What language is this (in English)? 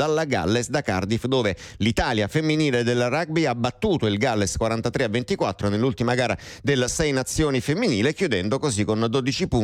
Italian